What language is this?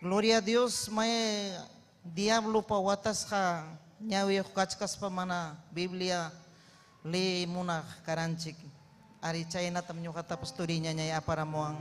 Ayacucho Quechua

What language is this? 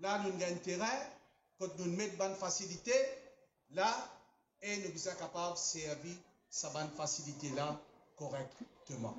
Morisyen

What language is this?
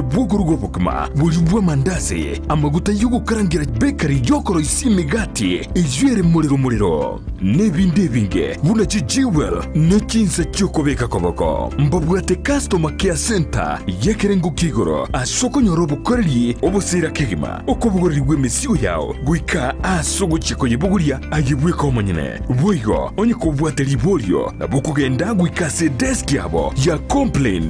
Gusii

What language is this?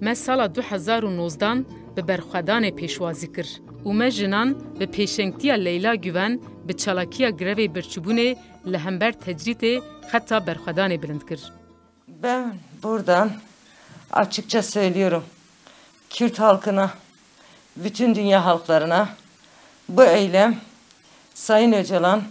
Kurdish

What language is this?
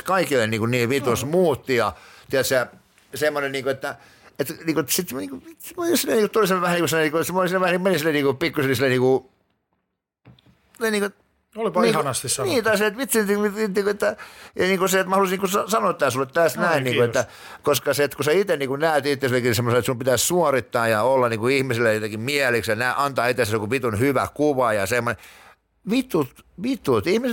Finnish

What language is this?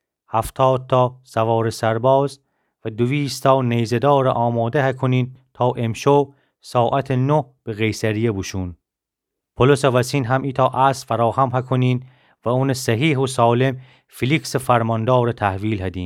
Gilaki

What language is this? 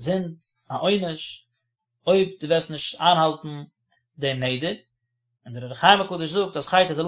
Yiddish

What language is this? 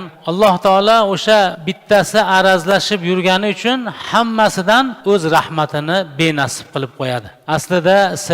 Uzbek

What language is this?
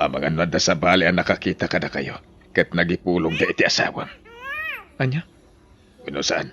Iloko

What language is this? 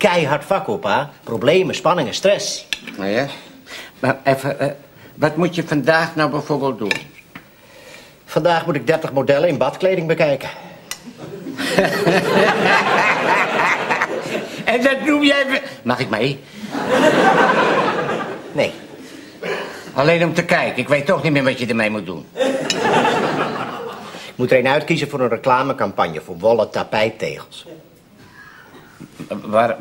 Dutch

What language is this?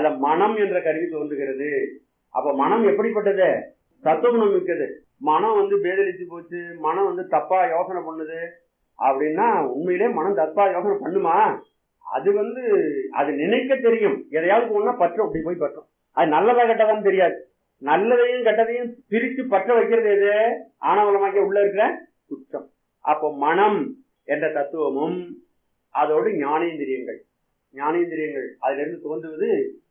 Tamil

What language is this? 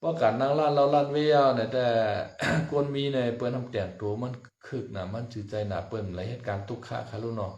Shan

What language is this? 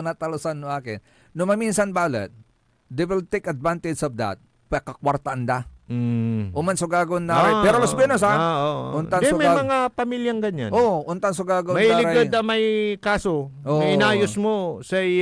Pangasinan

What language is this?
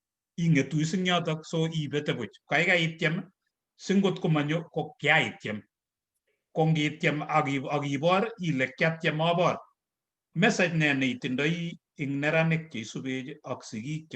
Kalenjin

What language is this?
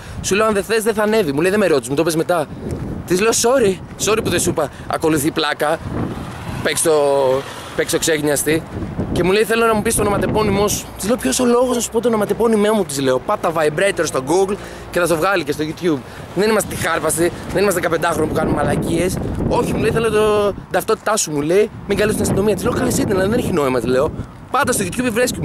Greek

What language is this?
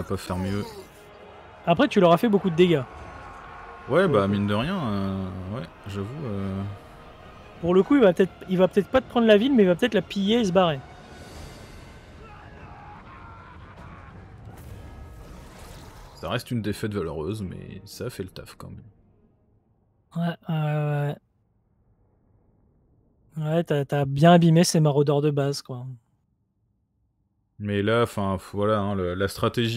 French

